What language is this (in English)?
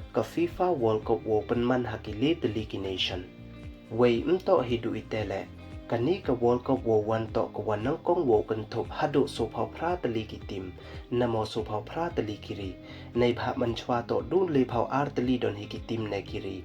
Pnar